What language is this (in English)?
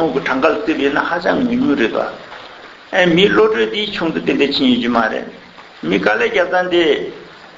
Tibetan